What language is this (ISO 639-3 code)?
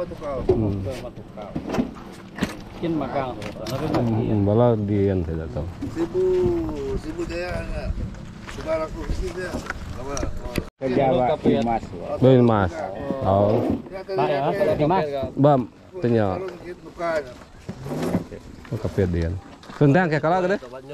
msa